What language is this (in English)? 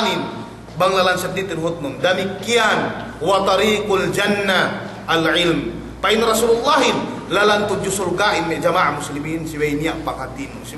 Yakan